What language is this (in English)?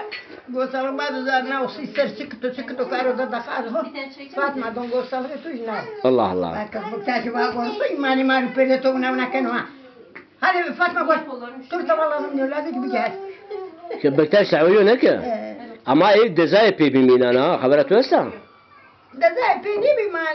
Zaza